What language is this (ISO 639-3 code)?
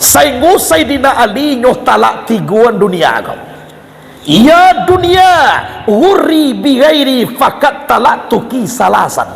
min